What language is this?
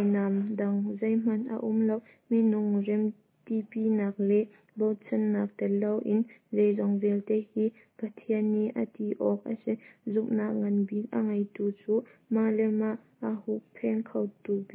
Hakha Chin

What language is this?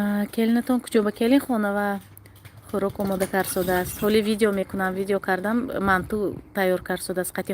Tajik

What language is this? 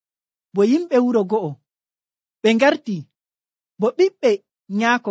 Nigerian Fulfulde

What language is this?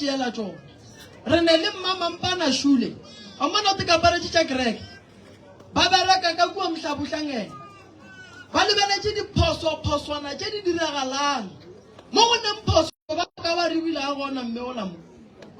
Northern Sotho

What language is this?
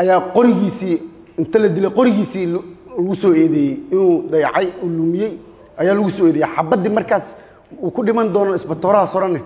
Somali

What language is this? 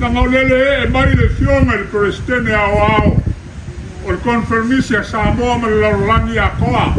Samoan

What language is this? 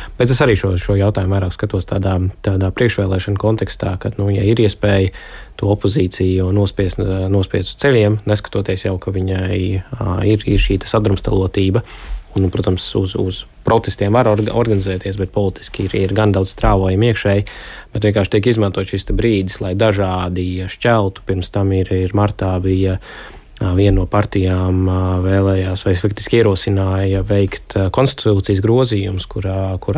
Latvian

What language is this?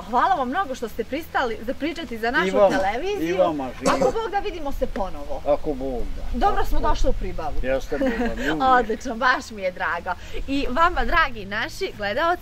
Bosnian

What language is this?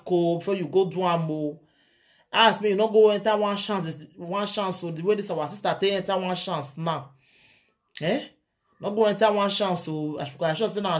Nigerian Pidgin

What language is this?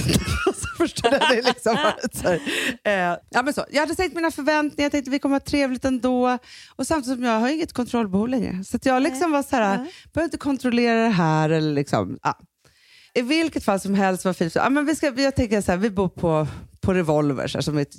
Swedish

